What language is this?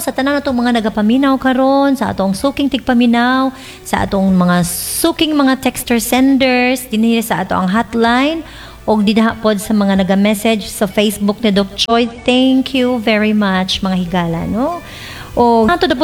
Cebuano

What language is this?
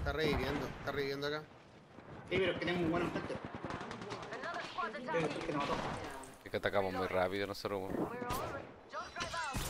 Spanish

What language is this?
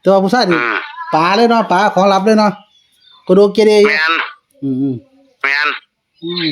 Northeastern Thai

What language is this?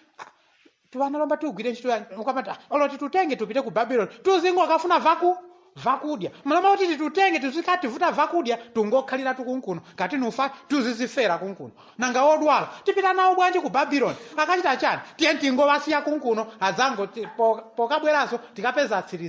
Nyanja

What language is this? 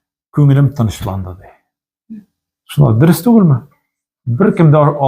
Tatar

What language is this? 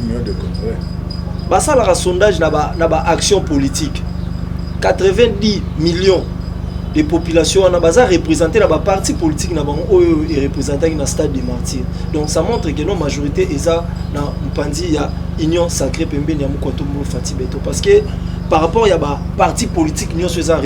Lingala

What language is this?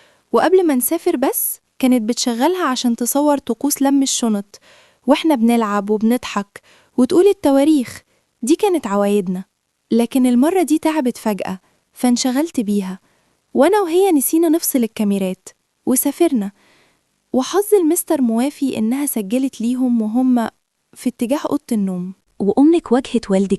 Egyptian Arabic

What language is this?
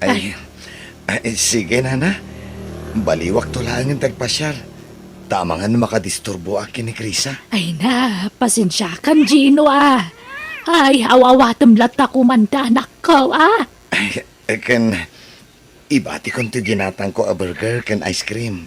Iloko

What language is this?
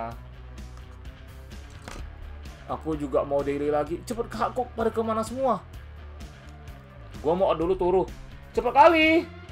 Indonesian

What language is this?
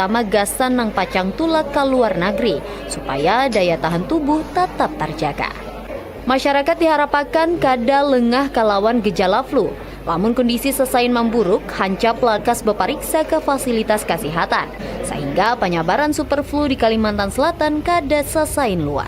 Banjar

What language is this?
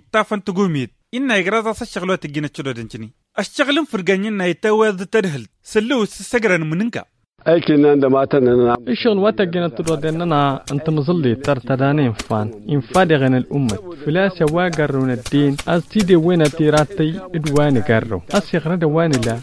Tamasheq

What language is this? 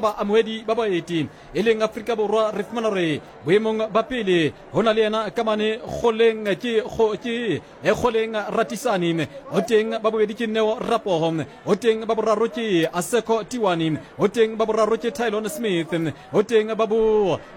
Southern Sotho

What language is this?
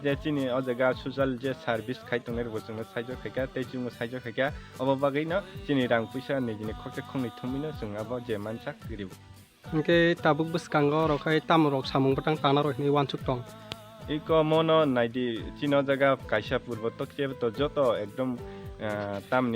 Kok Borok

